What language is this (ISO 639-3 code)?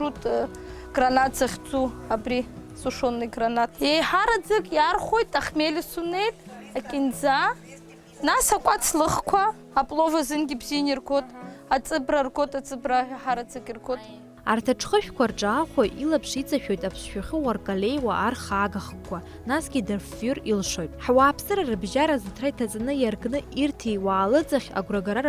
abk